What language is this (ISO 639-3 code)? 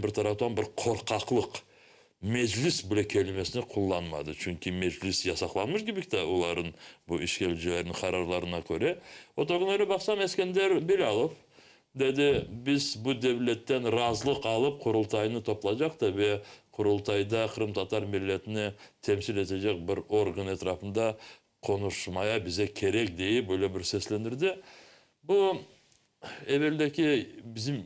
crh